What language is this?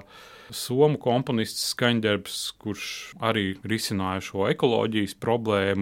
Latvian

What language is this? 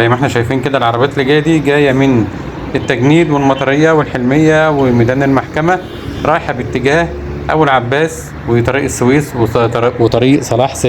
Egyptian Arabic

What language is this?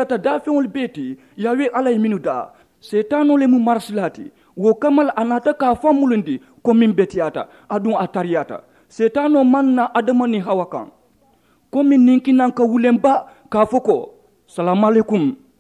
Mandingo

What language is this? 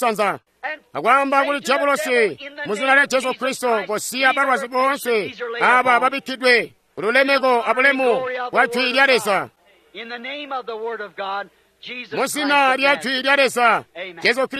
Tonga (Zambia)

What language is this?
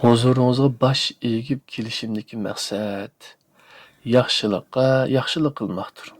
Uyghur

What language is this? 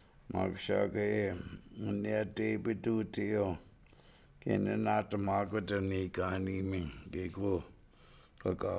Chippewa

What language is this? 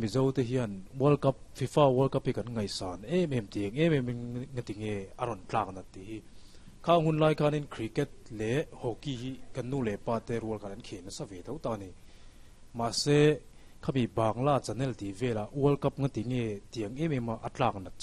Mizo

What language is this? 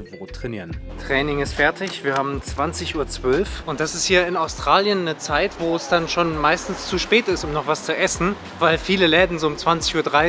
German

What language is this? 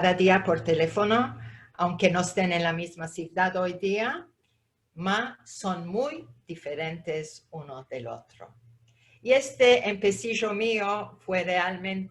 Ladino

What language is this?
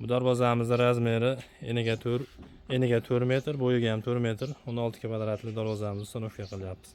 Uzbek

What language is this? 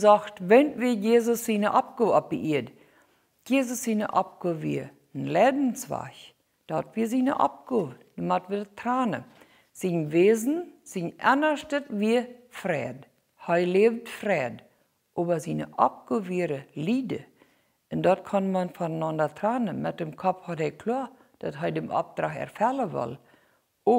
Plautdietsch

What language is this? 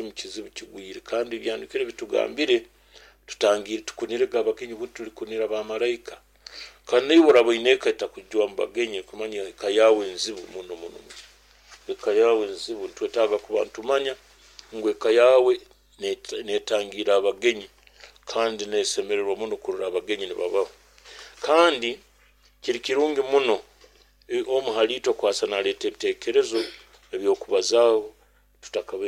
Nyoro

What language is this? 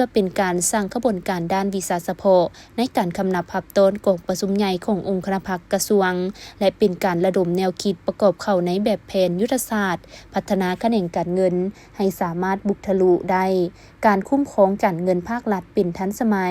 Lao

